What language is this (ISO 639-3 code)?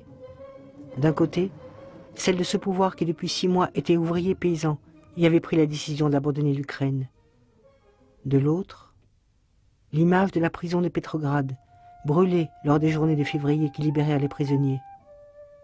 fra